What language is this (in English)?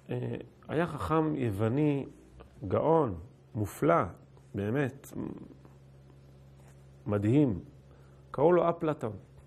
Hebrew